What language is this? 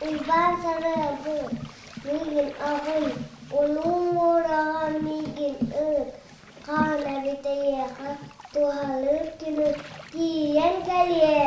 Yakut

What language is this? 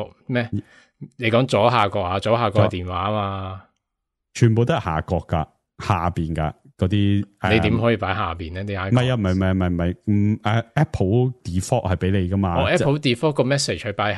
Cantonese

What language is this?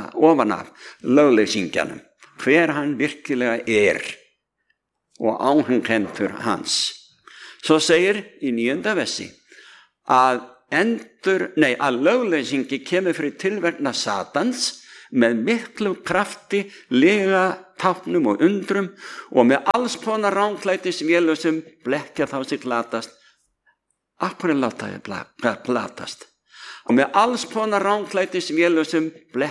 Icelandic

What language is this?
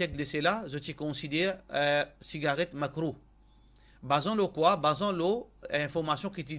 Morisyen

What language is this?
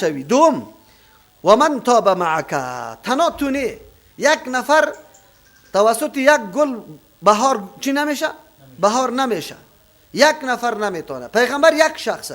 Persian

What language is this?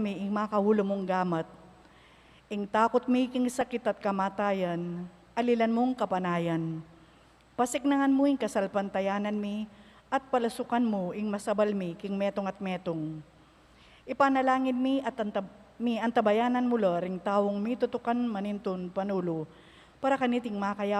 Pampanga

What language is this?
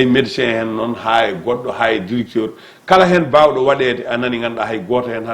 Fula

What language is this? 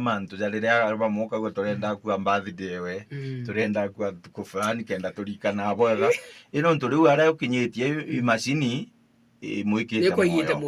Meru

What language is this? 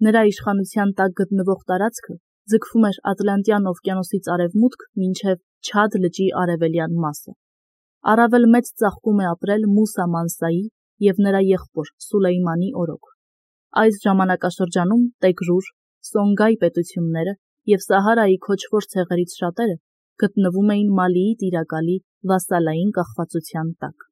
Armenian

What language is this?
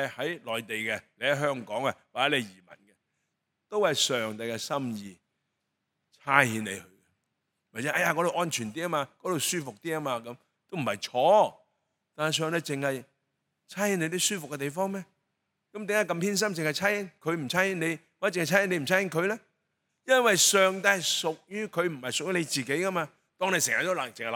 Cantonese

